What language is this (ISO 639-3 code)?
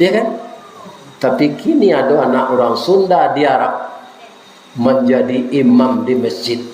min